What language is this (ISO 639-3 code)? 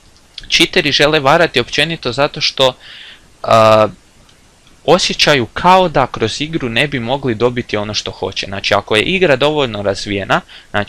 hrv